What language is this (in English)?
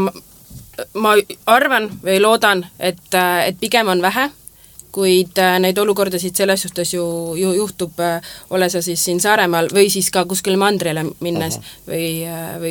Estonian